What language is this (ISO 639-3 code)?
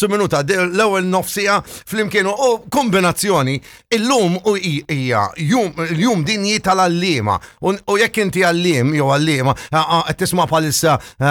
mlt